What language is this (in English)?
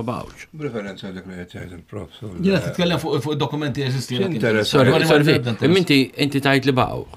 Maltese